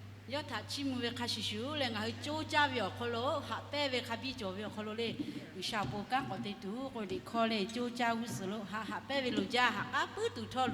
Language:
Lahu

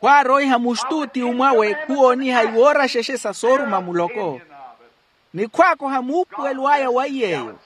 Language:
Makhuwa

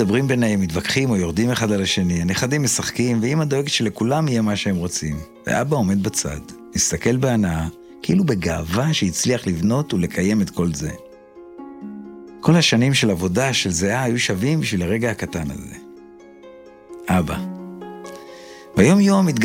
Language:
Hebrew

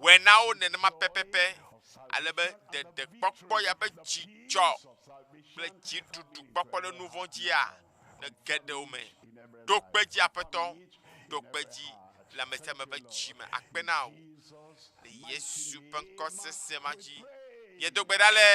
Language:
Ewe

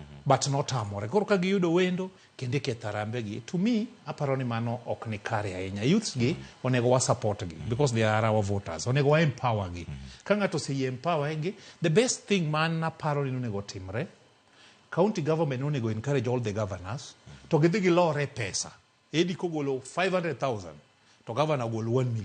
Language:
Luo (Kenya and Tanzania)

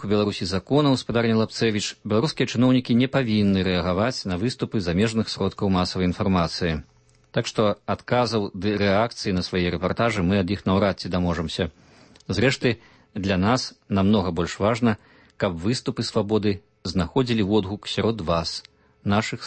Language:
Belarusian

